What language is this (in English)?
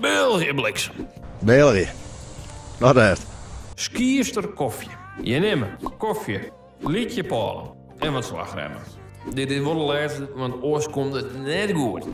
Western Frisian